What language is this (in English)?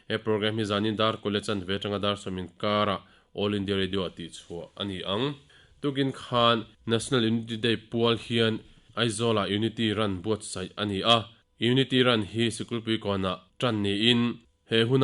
Mizo